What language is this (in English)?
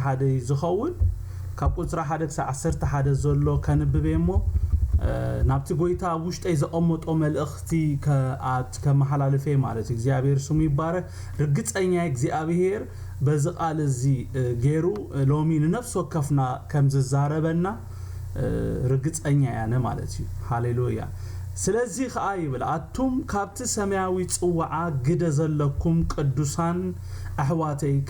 Tigrinya